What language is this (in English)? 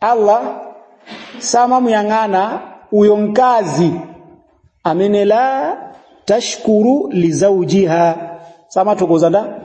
Nyanja